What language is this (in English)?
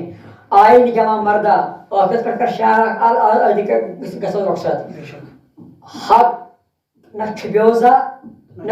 Kashmiri